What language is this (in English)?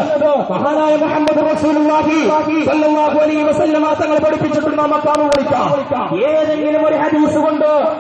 Malayalam